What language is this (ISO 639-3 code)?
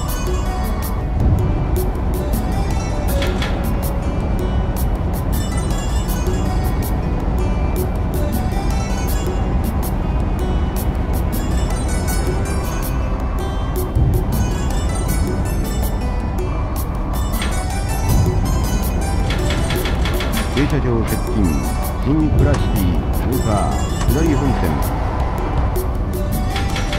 jpn